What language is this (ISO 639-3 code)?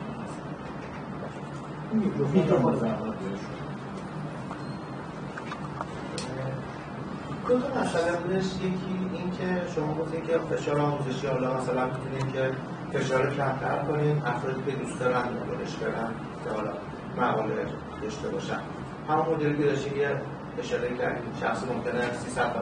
fas